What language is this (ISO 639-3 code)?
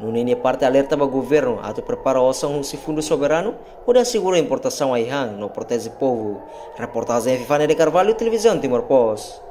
tet